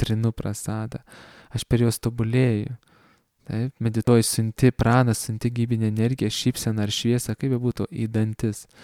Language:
Lithuanian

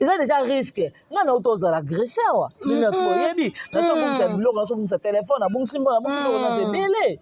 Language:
Lingala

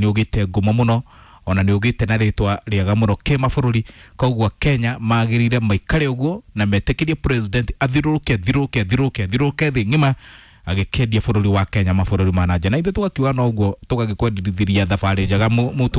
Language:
Kikuyu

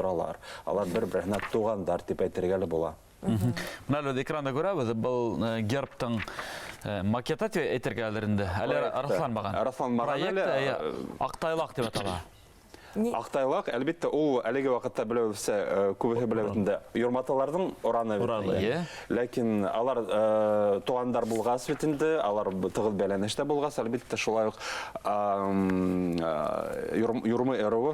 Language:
Bashkir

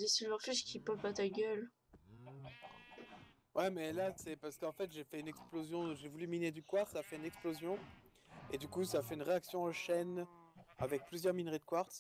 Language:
French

